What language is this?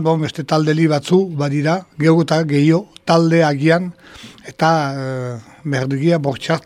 Basque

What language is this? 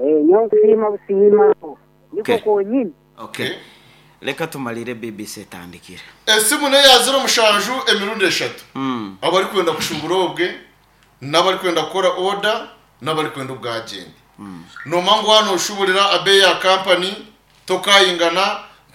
Nyankole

